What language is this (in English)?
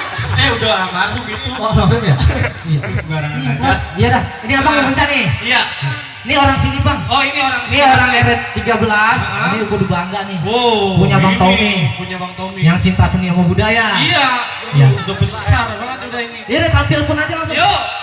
Betawi